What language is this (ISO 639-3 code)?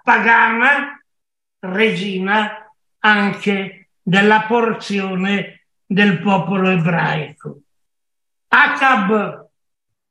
ita